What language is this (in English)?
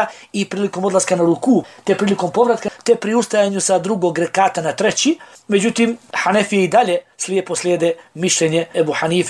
Bosnian